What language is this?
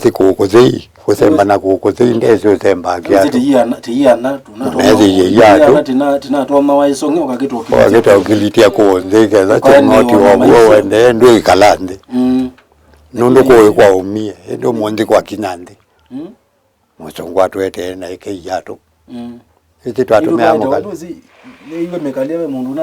Kamba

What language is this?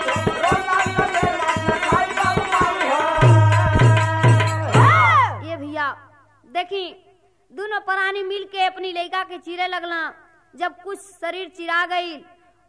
Bhojpuri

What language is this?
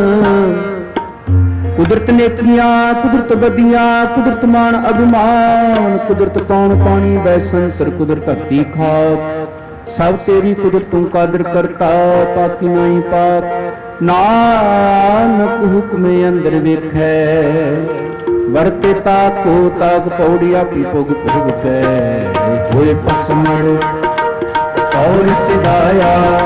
Punjabi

